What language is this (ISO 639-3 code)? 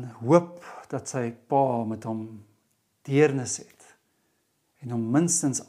afr